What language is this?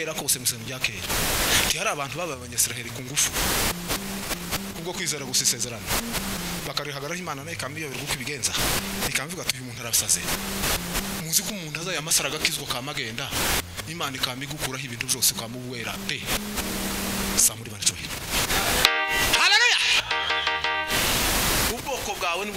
Kinyarwanda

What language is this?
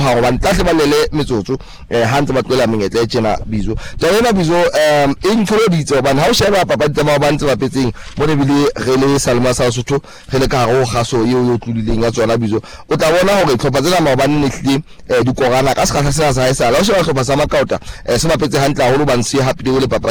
Southern Sotho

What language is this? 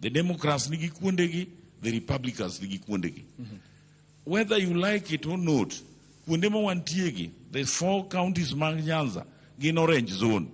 Luo (Kenya and Tanzania)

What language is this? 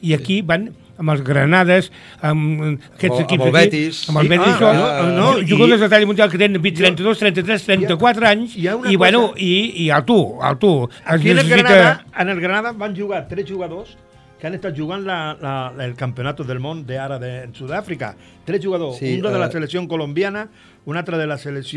Catalan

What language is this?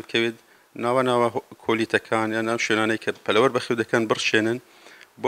Central Kurdish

